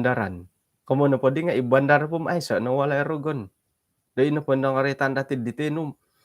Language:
Central Dusun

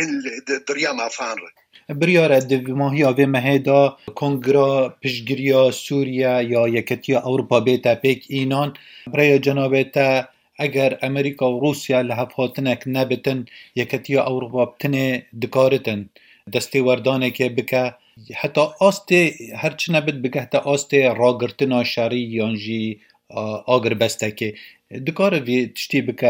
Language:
Kurdish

